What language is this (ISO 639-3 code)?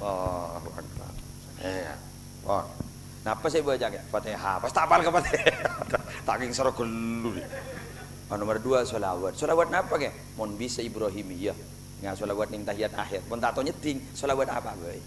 mad